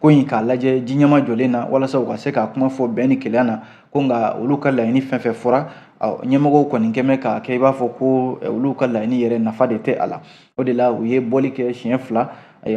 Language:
Bambara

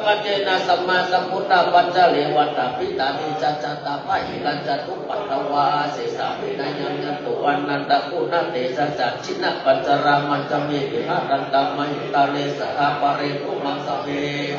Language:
Pali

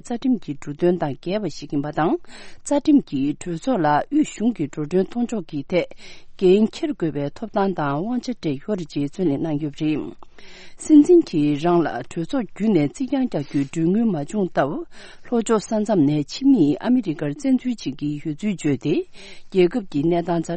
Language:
Tibetan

